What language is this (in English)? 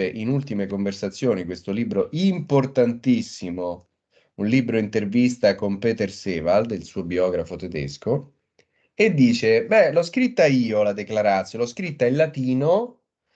Italian